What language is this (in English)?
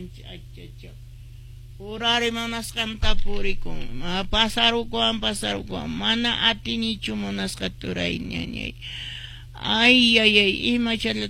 Quechua